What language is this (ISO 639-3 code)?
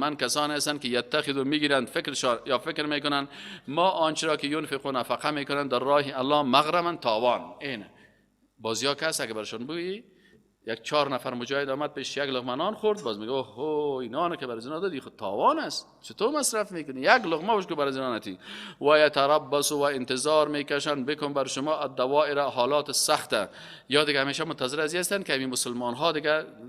fas